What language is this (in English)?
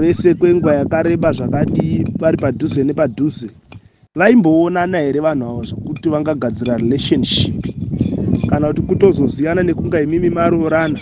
Shona